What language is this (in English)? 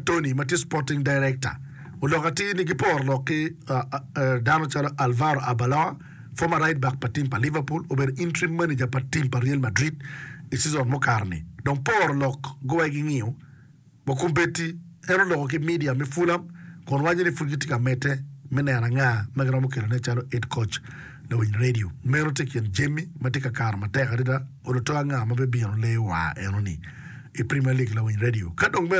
Acoli